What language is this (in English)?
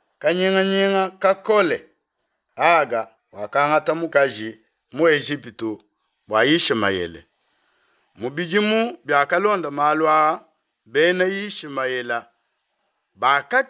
Luba-Lulua